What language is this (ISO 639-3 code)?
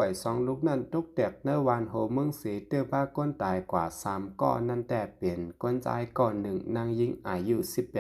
shn